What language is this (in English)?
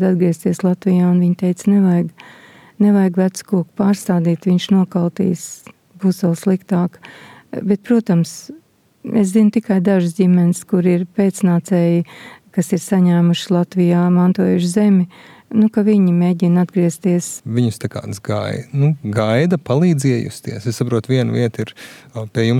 Latvian